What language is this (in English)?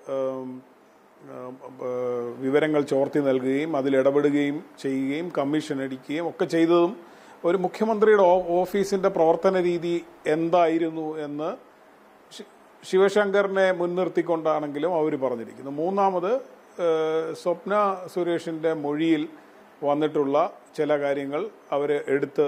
Malayalam